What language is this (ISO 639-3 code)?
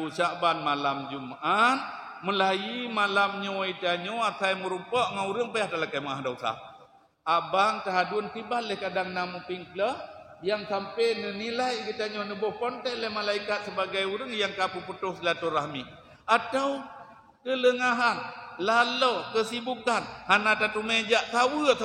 ace